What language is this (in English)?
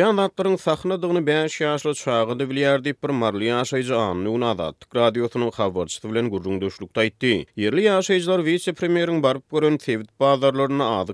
Turkmen